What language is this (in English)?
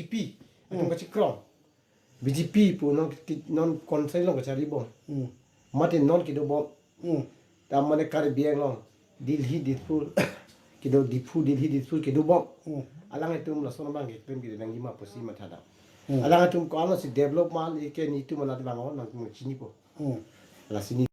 Karbi